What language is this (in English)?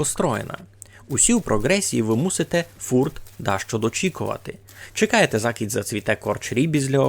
Rusyn